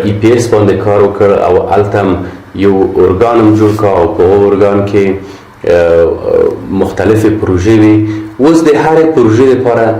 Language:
Pashto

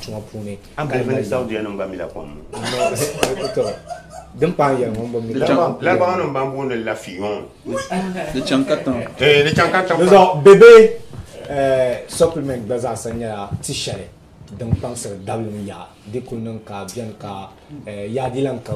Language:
Dagbani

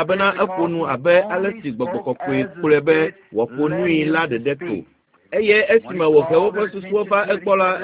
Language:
Ewe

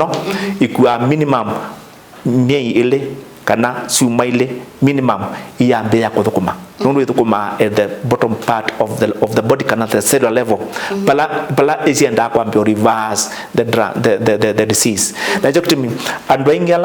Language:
Kamba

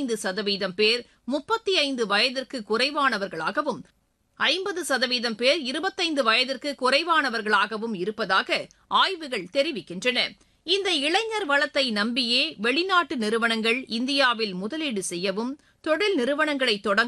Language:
Tamil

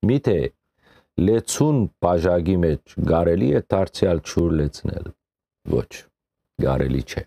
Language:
Western Armenian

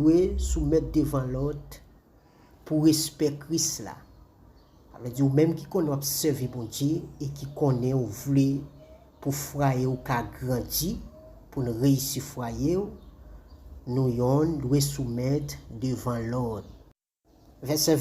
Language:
Haitian Creole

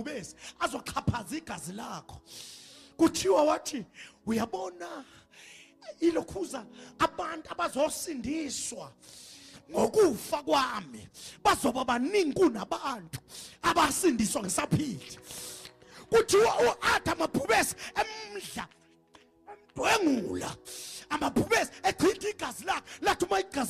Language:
Zulu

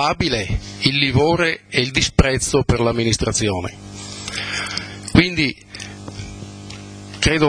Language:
Italian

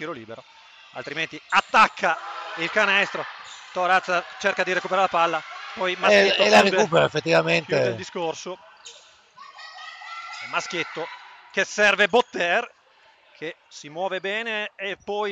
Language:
Italian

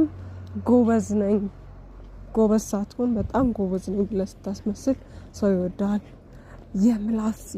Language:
Amharic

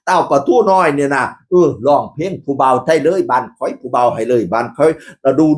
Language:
Northeastern Thai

